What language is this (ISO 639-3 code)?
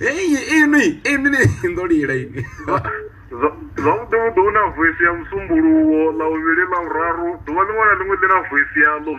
ven